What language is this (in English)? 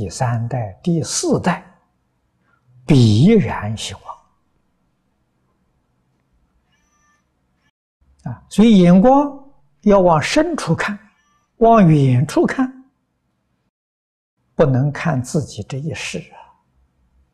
Chinese